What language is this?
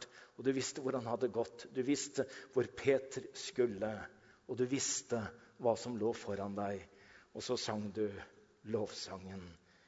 Norwegian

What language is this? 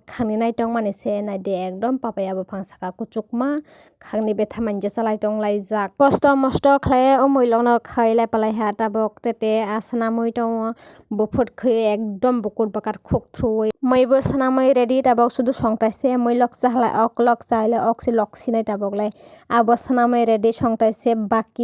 Kok Borok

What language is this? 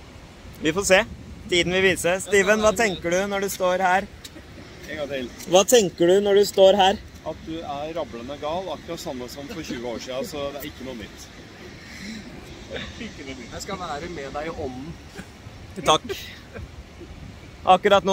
Norwegian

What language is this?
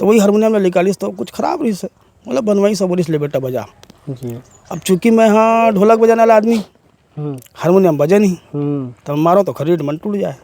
Chhattisgarhi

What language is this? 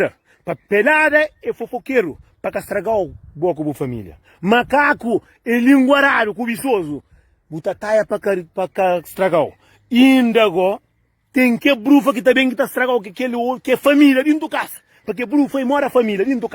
Kabuverdianu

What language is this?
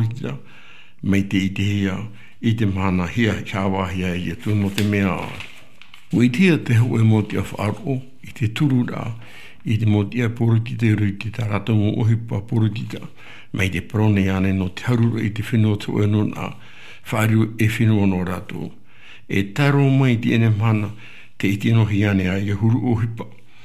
Tahitian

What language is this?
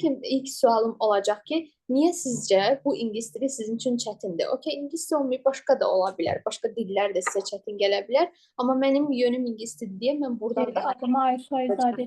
Azerbaijani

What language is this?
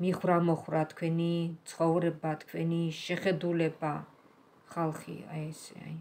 Georgian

